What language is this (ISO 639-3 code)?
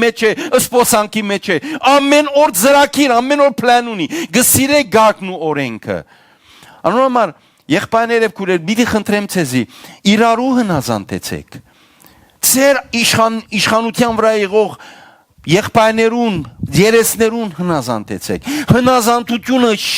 hyw